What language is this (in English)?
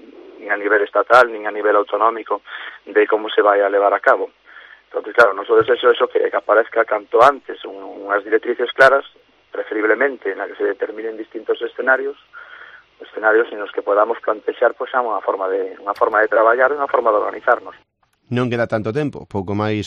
Galician